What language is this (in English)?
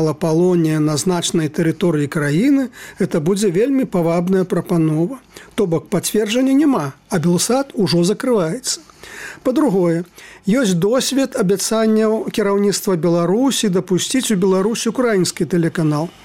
Belarusian